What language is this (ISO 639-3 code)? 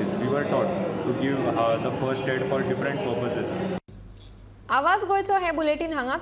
kok